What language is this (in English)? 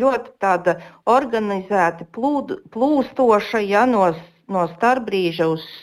Latvian